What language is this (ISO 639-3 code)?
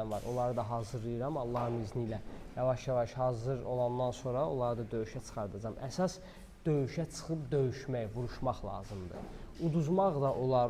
aze